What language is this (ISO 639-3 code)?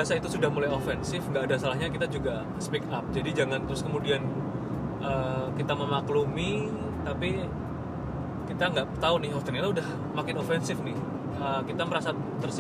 ind